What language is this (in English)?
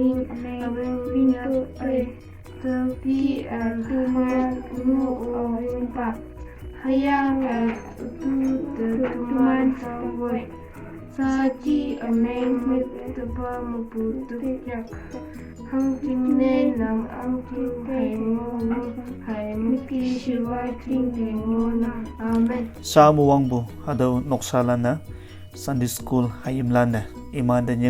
Konyak Naga